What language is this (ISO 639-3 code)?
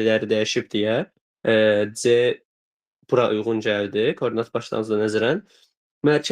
aze